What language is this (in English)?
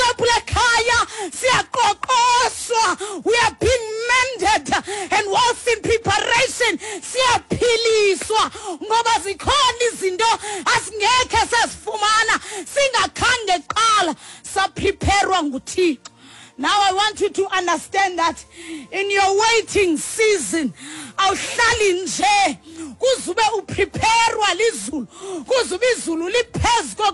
Xhosa